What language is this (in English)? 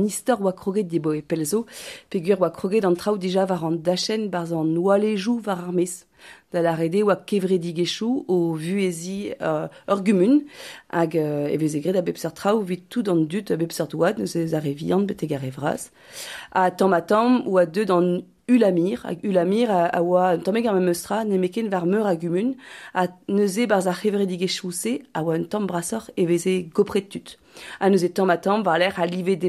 Breton